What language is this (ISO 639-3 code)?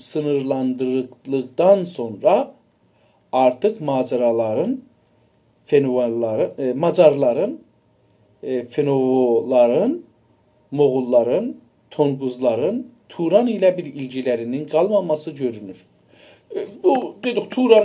azb